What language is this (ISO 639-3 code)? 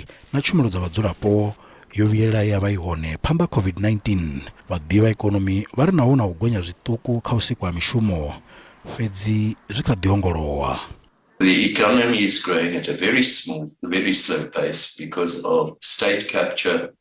ven